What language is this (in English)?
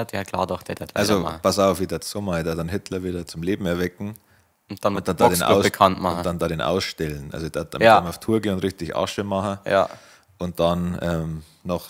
Bavarian